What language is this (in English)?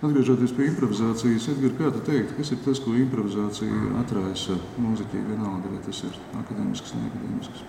Latvian